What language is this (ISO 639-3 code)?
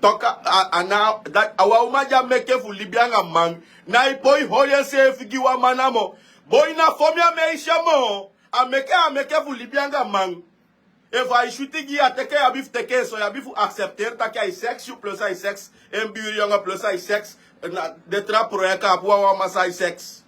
srn